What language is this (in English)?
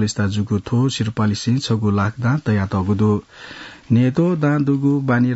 Newari